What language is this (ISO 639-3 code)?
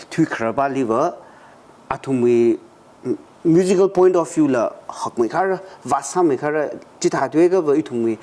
nmf